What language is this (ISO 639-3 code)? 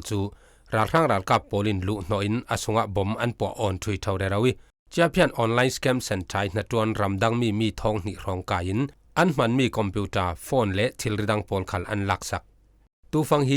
cfm